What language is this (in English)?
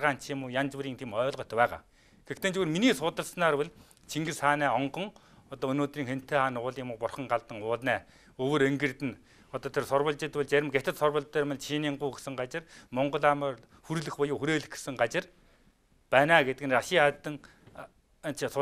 Mongolian